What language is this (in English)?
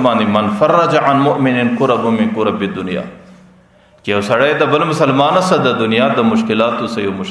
Pashto